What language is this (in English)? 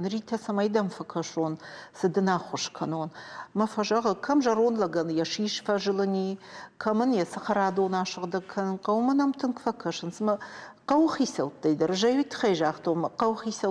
Ossetic